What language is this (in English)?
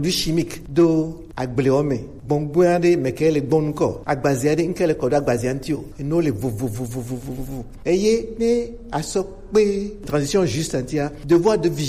Gen